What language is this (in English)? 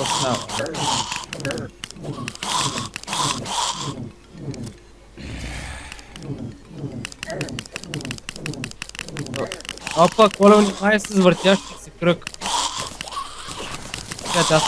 Bulgarian